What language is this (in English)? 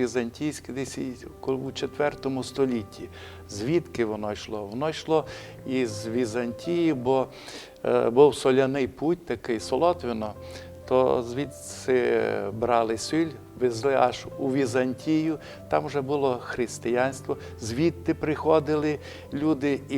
Rusyn